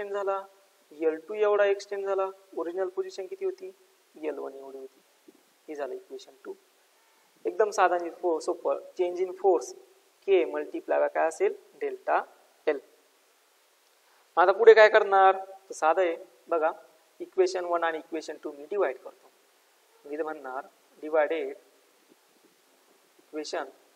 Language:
Marathi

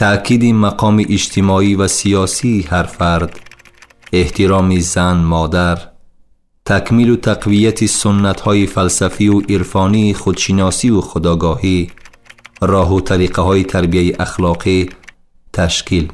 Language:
Tajik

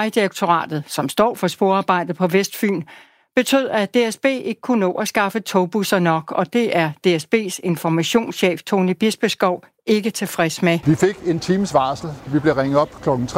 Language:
Danish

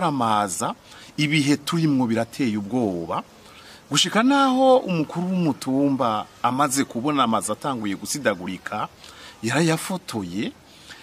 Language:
Rundi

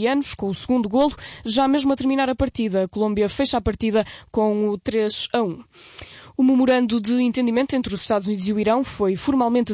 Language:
Portuguese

